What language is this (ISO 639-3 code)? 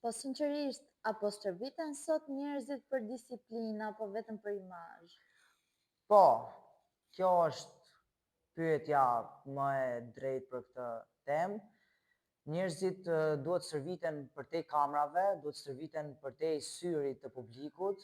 sqi